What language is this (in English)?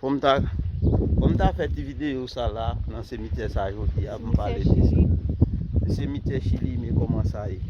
Haitian Creole